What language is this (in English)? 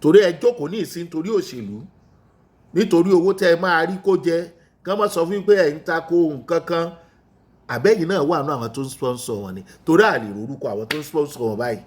Yoruba